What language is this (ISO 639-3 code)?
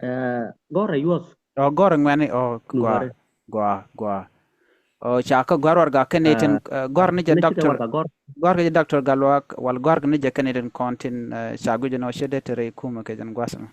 nus